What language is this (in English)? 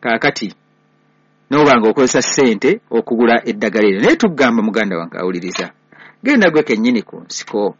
Ganda